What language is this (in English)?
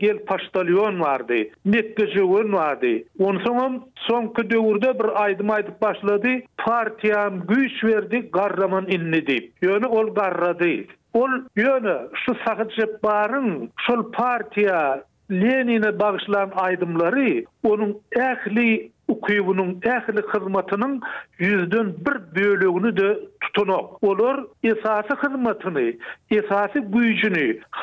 Turkmen